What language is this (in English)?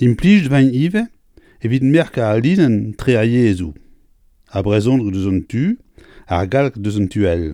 Breton